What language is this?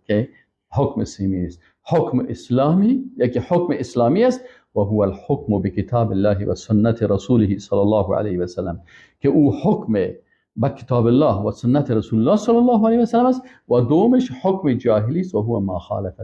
Persian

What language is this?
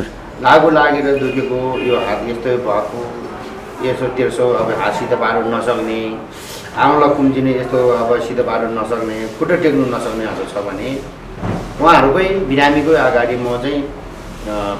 Nepali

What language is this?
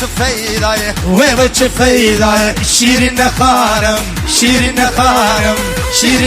Kurdish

